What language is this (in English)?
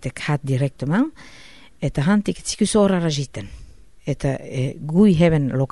Basque